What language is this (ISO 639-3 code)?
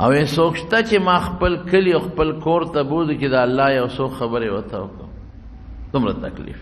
pus